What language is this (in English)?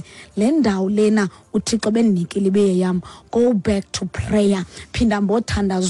Xhosa